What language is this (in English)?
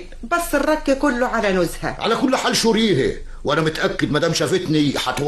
Egyptian Arabic